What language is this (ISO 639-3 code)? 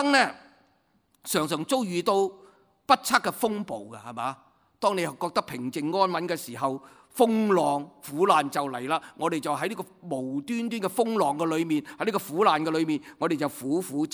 yue